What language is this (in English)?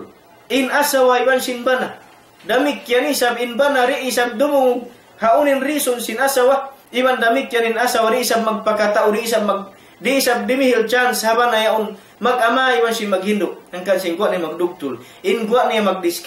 Tausug